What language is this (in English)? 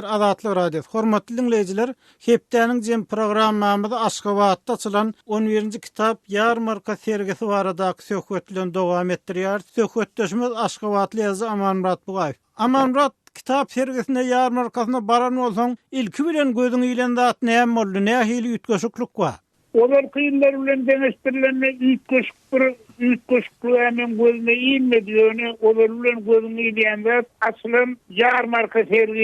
Turkmen